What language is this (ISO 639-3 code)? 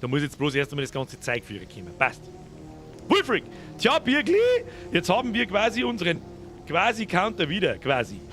bar